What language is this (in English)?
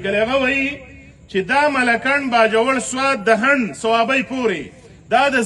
Pashto